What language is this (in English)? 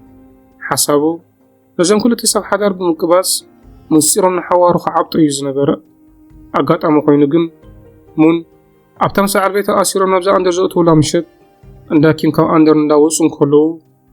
Tigrinya